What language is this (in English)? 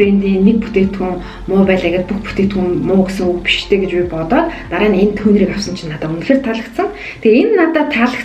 Mongolian